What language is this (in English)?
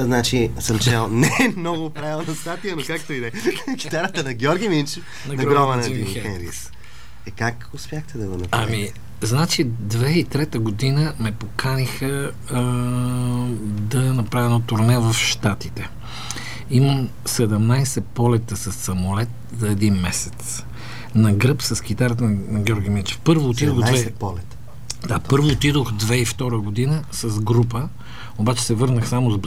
Bulgarian